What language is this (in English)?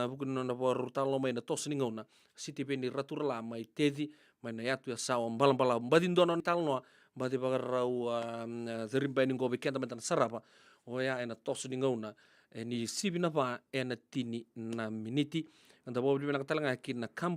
Fijian